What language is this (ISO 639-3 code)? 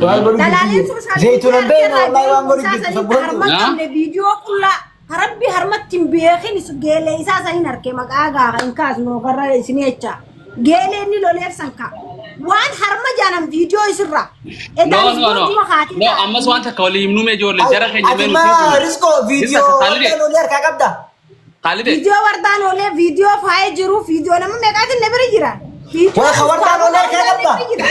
orm